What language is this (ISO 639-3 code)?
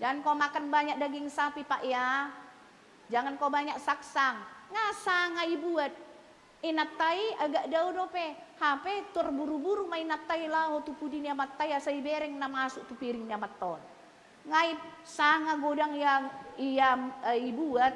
bbc